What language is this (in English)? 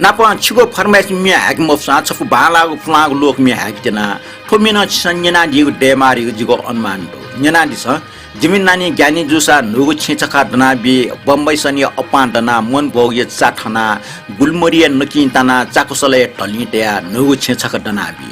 Newari